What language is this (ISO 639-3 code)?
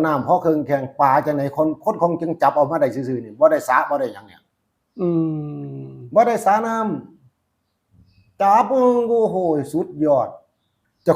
tts